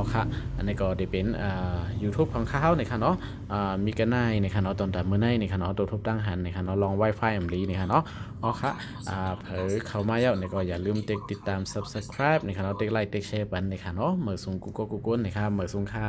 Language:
Shan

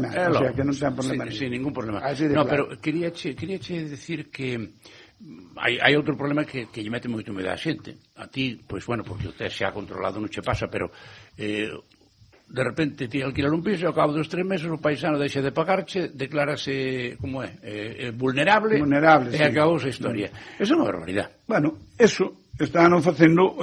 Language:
Galician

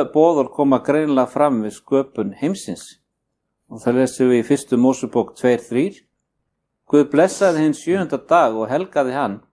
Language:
Icelandic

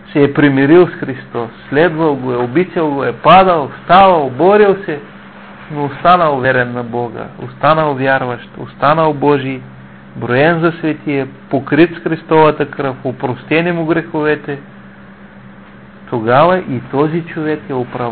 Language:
Bulgarian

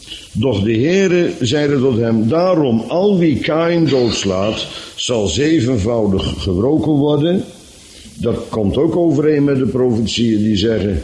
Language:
Dutch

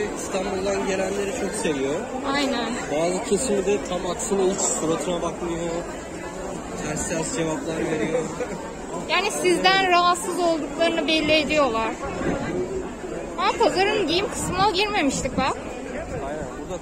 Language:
Turkish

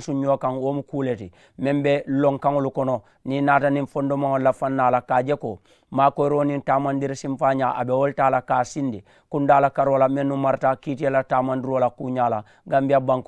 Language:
Mandingo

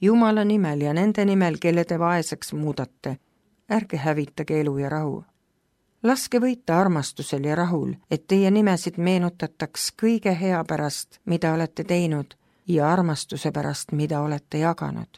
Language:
Estonian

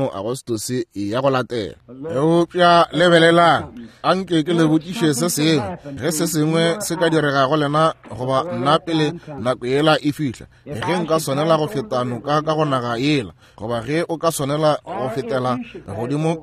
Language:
Northern Sotho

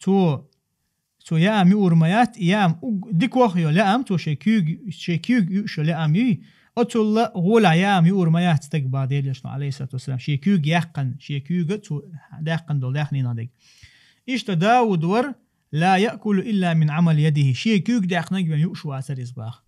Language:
Chechen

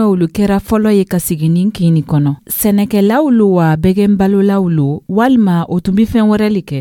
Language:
Dyula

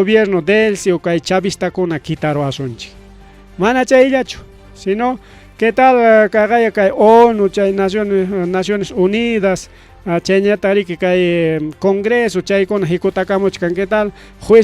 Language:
Ayacucho Quechua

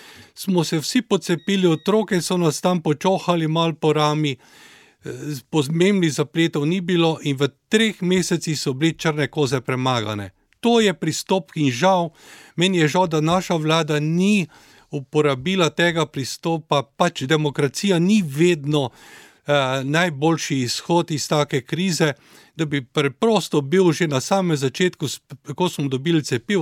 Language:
Slovenian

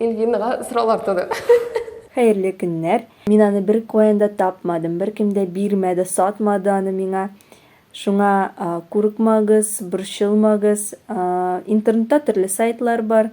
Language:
Tatar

